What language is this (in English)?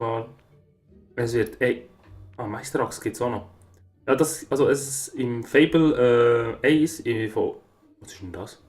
Swiss German